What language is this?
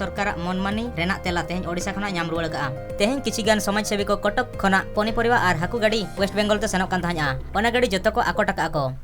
Santali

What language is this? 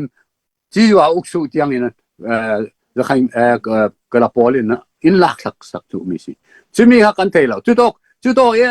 Falam Chin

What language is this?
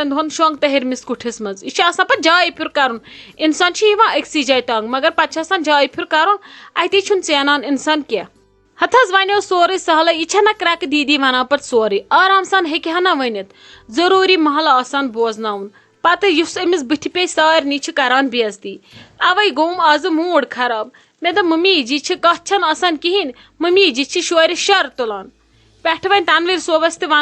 Kashmiri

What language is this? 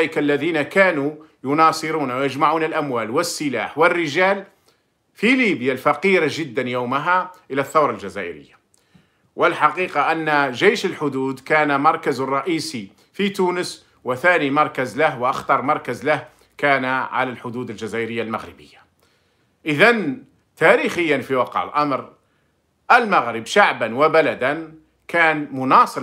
Arabic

